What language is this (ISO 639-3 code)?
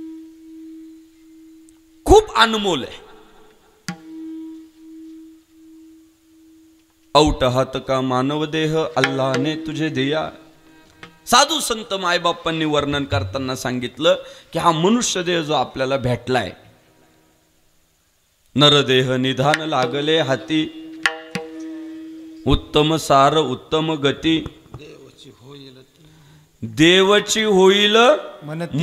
mar